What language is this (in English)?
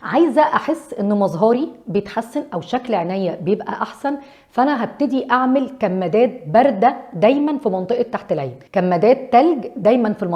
Egyptian Arabic